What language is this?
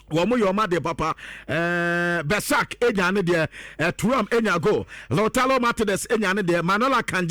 Akan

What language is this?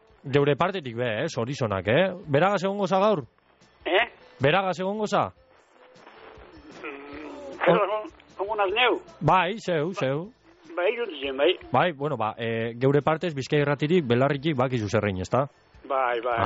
Basque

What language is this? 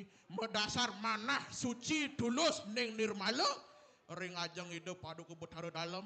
Balinese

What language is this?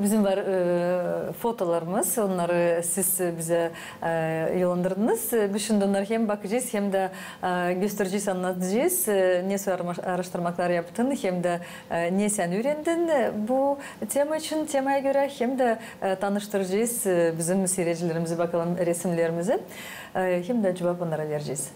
Gagauz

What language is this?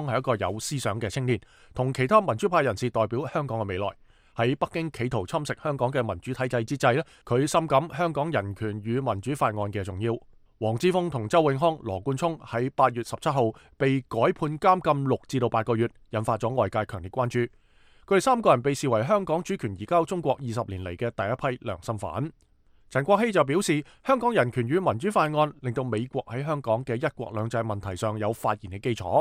Cantonese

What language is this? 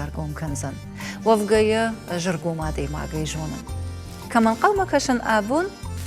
Ossetic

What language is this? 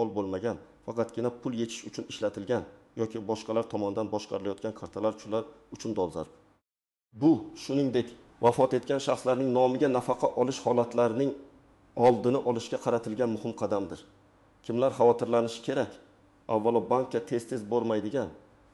Uzbek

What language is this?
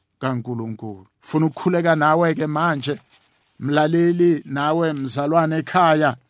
South Ndebele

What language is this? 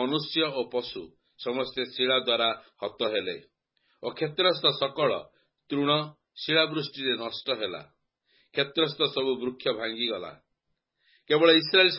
Odia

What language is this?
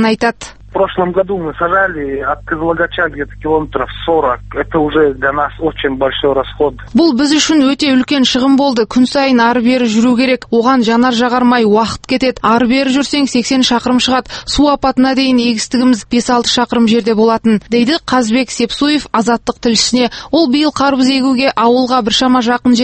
Kazakh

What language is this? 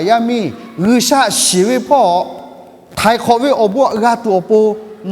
Lahu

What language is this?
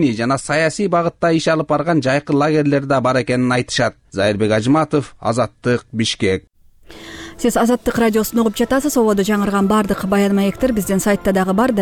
Kyrgyz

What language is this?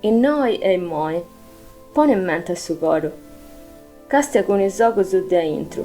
Sardinian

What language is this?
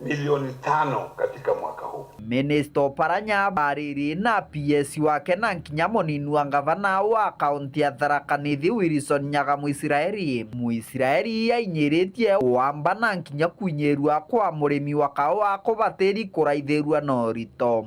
Meru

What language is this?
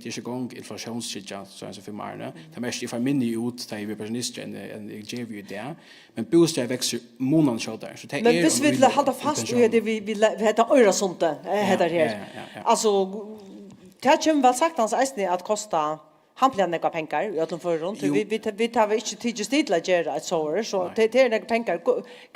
Faroese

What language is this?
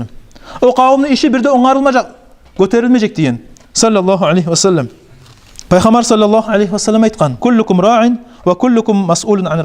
Kumyk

